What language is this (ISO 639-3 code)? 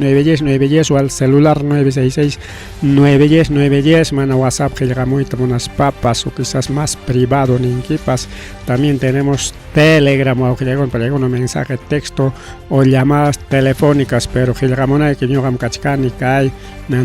quy